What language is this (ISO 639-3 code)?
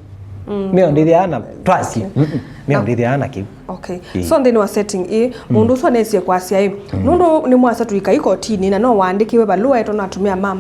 kam